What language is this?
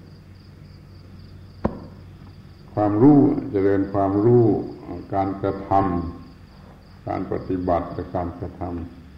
Thai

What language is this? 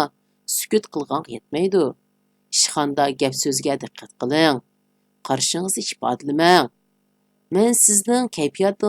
Uyghur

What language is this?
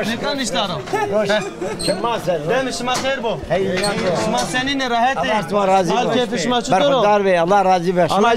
Zaza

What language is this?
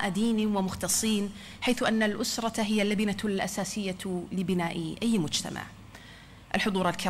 Arabic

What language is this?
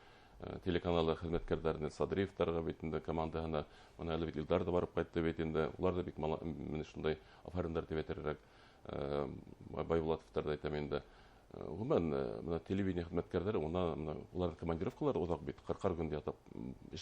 Bashkir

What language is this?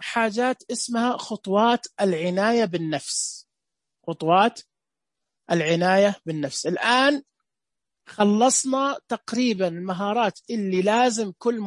Najdi Arabic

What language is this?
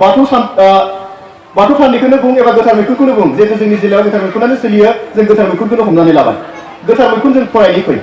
Bodo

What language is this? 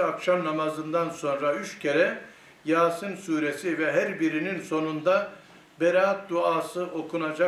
Turkish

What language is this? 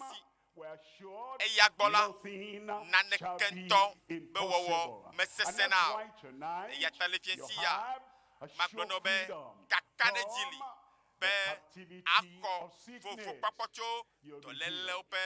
Ewe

